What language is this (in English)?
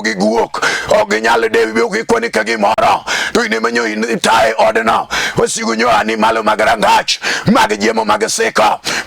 Luo (Kenya and Tanzania)